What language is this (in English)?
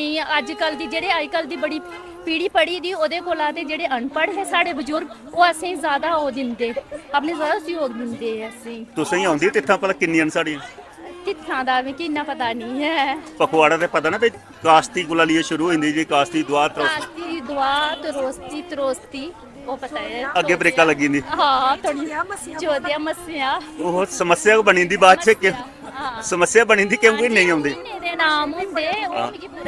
Dogri